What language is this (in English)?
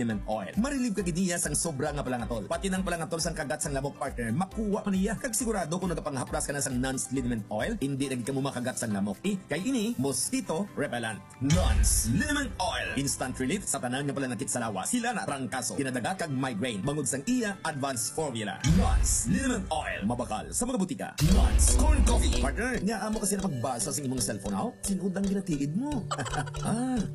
Hiligaynon